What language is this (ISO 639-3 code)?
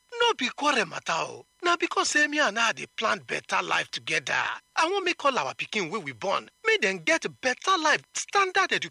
pcm